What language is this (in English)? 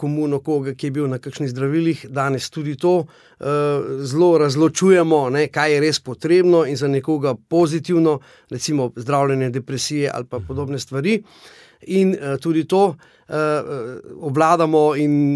Slovenian